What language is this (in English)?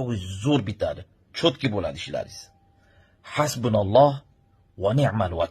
Uzbek